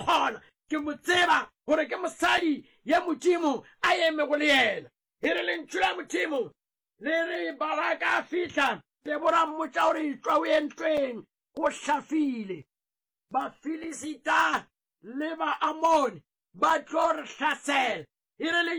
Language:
Northern Sotho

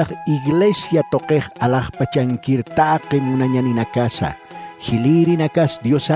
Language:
Aymara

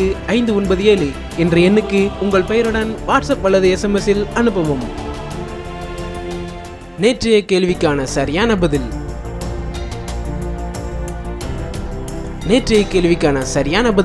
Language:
Tamil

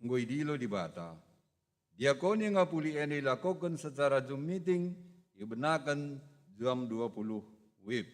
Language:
Batak Karo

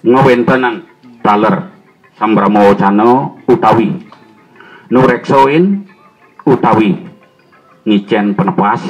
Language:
Balinese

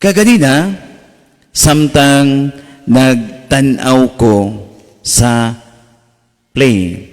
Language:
Cebuano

